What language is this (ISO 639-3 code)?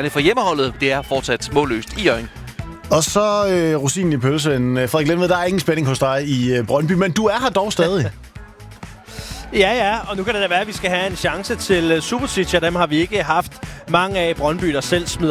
dan